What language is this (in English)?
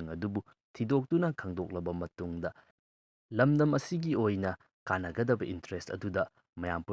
Manipuri